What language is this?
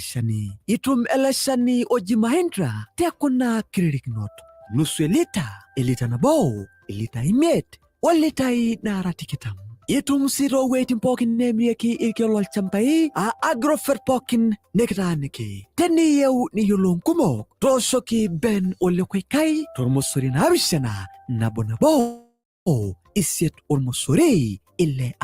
Masai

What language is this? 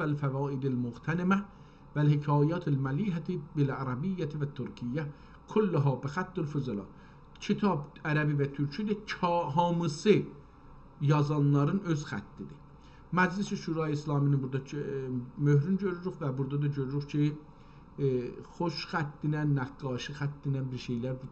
South Azerbaijani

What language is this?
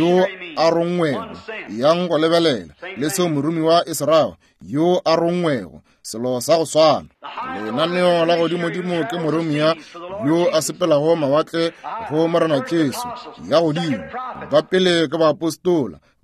Northern Sotho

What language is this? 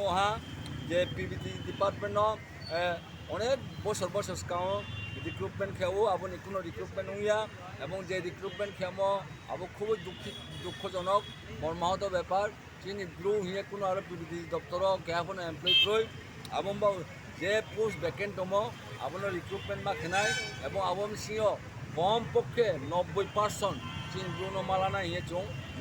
Riang (India)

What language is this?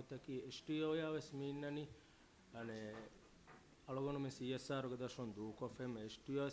Divehi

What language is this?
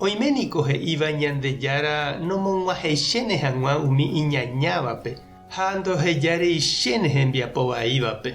Guarani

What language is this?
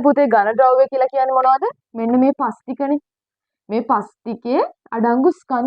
Sinhala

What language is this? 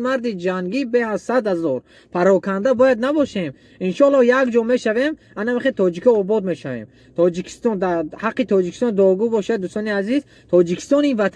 Tajik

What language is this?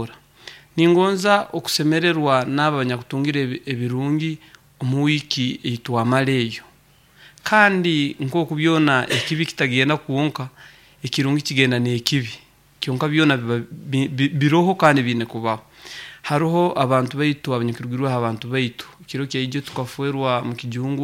Nyoro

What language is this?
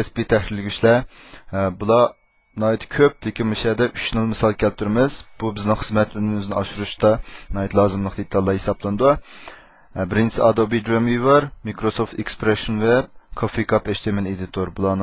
Uyghur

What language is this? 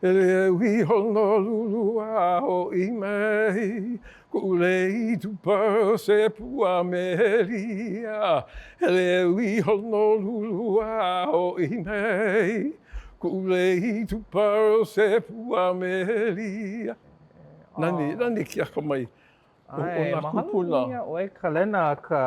Hawaiian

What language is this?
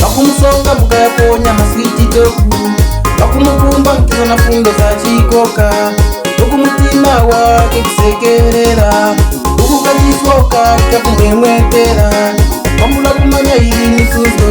Tumbuka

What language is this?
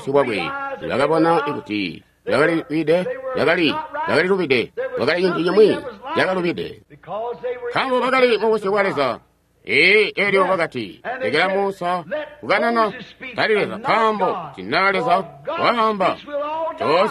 Tonga (Zambia)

